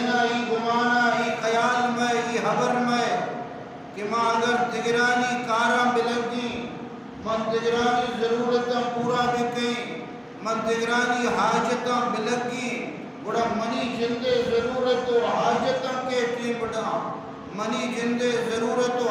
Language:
Baluchi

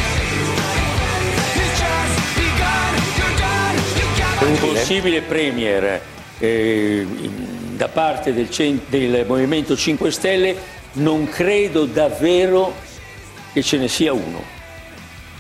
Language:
Italian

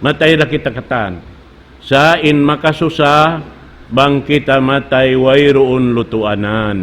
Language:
Tausug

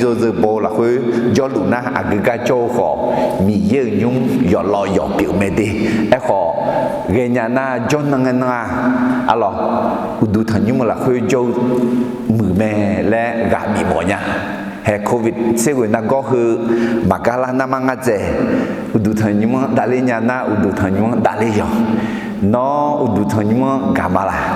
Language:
Akha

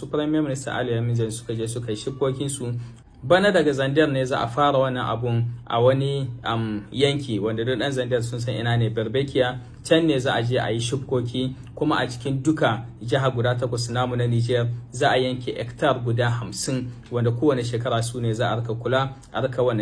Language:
Hausa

